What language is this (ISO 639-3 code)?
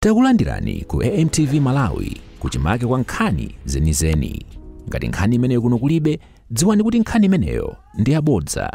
nya